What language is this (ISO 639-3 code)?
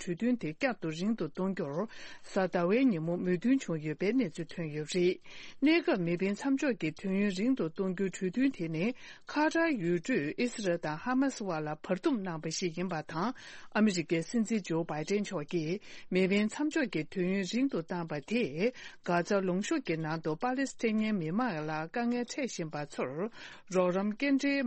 bod